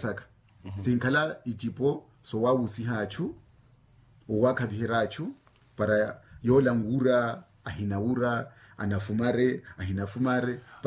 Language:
Makhuwa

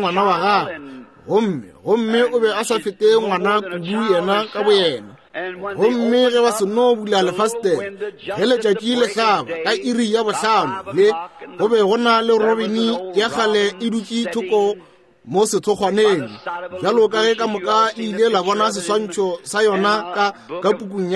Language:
Northern Sotho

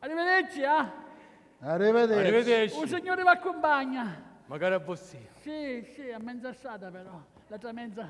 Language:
Sicilian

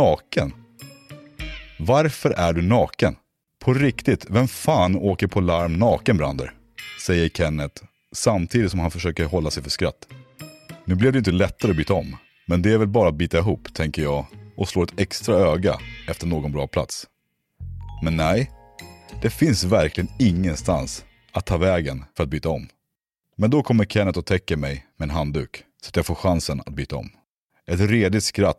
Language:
Swedish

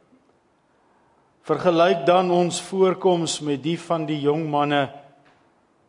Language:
Afrikaans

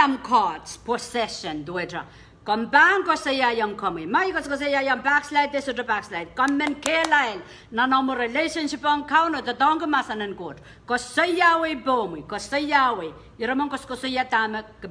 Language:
Pohnpeian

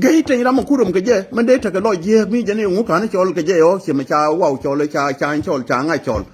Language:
Nuer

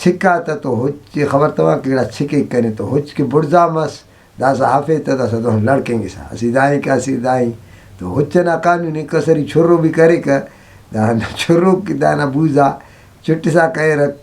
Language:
Brahui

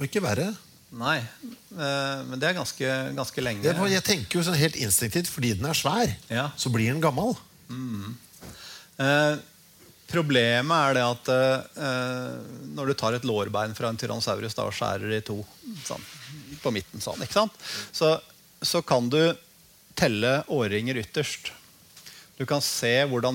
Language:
Norwegian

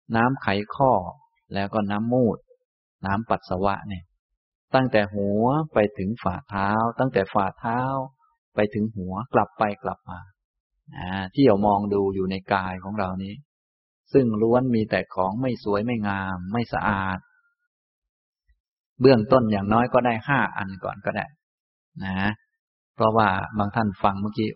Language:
Thai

